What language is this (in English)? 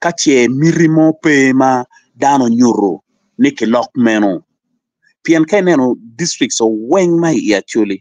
Acoli